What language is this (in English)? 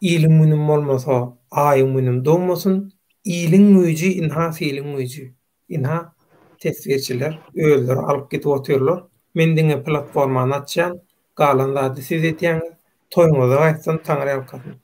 Turkmen